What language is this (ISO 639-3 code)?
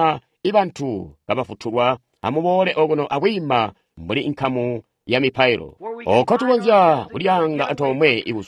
toi